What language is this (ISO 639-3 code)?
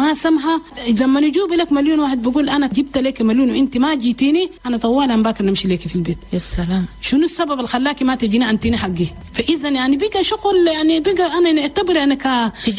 shu